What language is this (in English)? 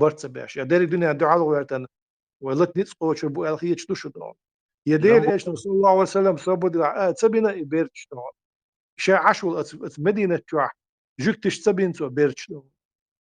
Chechen